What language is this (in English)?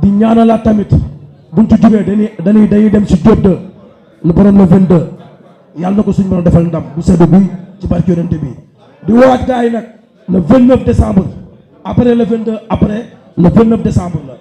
Wolof